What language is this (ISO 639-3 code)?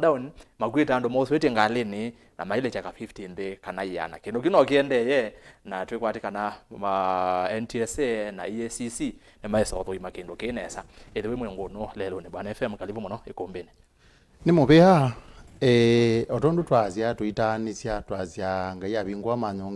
kam